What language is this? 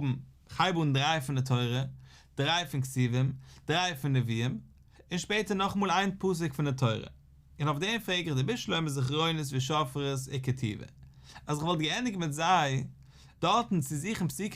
Yiddish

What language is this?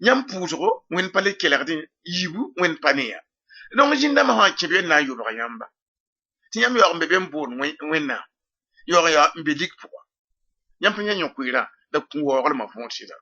Mossi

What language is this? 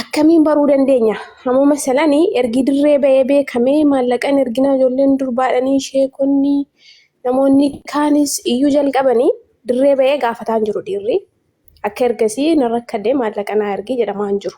Oromo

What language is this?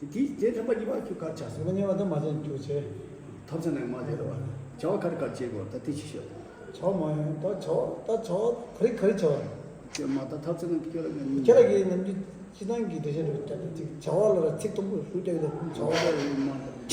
Tibetan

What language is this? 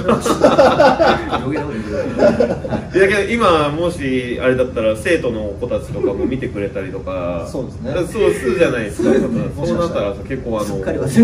Japanese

